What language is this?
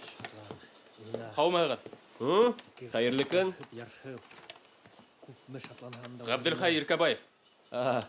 Bashkir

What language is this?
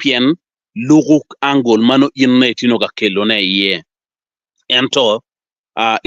Acoli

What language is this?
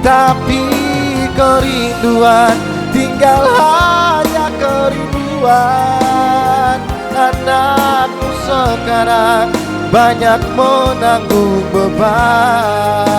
Ambonese Malay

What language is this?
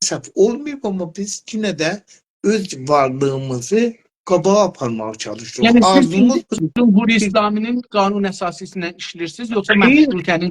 South Azerbaijani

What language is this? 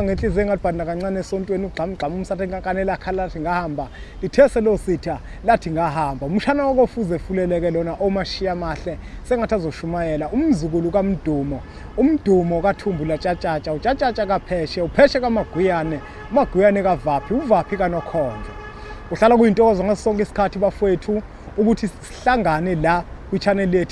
Zulu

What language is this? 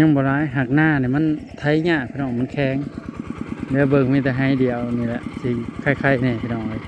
Northeastern Thai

